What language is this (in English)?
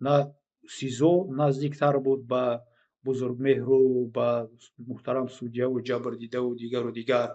Tajik